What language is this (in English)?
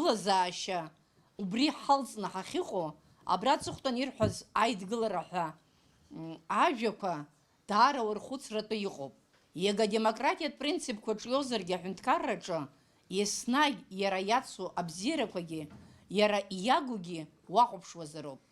Abkhazian